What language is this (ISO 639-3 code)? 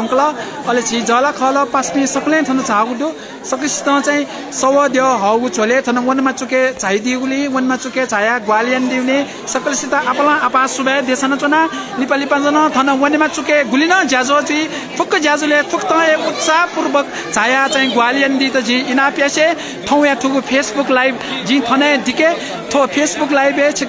new